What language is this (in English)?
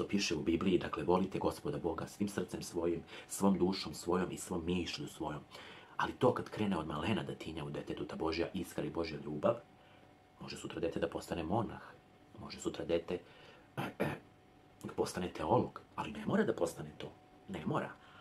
Serbian